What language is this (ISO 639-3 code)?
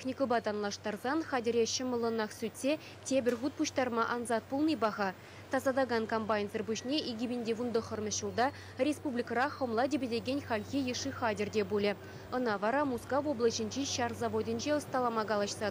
chv